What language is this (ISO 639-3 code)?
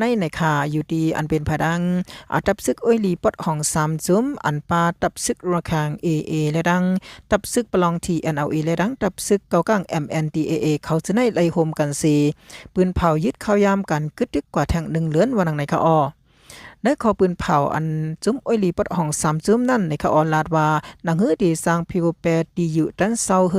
shn